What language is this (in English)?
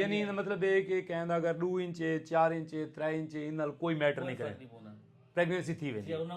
Saraiki